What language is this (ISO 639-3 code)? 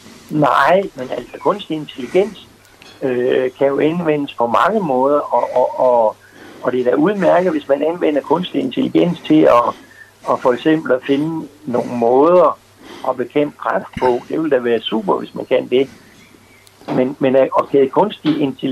dan